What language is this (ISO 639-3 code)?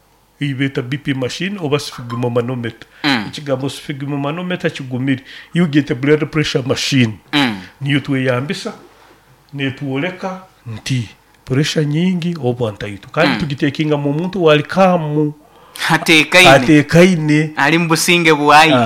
nyo